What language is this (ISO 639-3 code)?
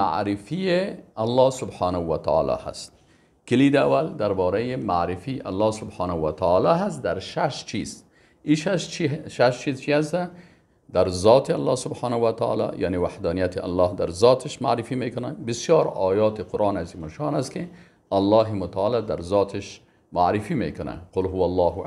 fas